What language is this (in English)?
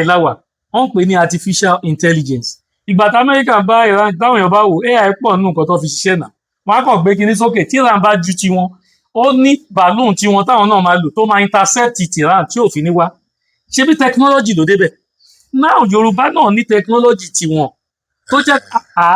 Yoruba